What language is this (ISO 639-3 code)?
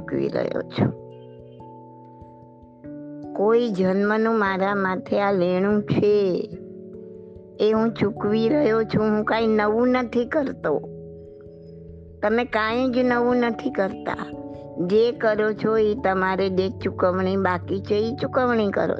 guj